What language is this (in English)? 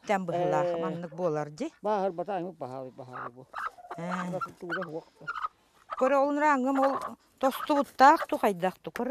Yakut